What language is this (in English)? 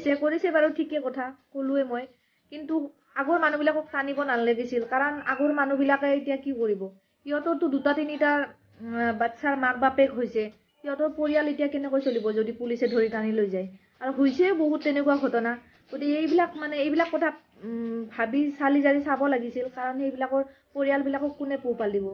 Assamese